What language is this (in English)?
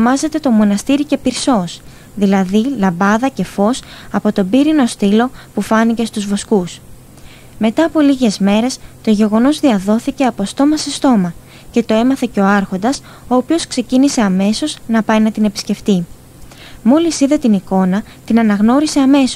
Greek